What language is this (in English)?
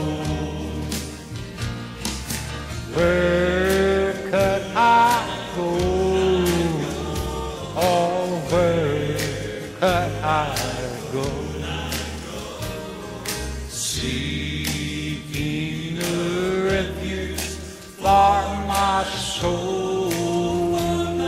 English